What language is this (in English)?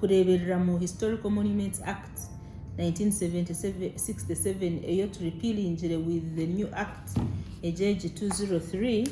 Nyankole